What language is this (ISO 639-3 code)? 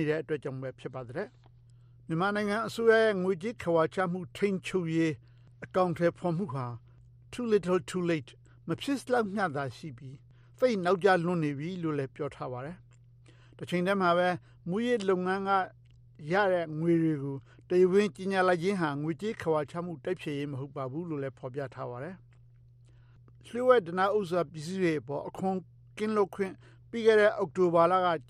mya